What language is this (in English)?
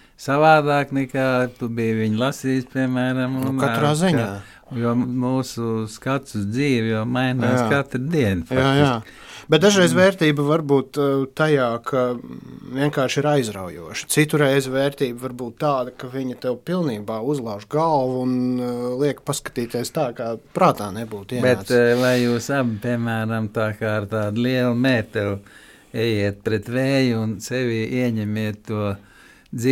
Latvian